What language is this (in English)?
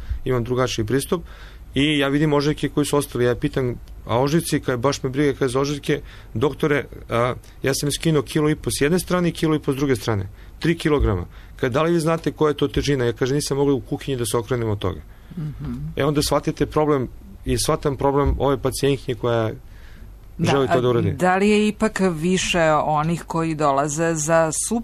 Serbian